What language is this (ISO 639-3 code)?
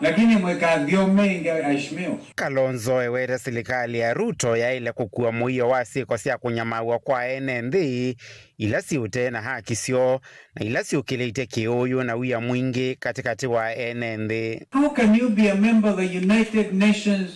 kam